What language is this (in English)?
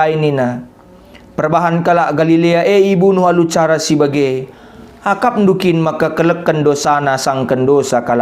Batak Karo